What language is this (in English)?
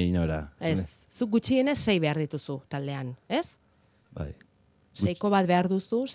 Basque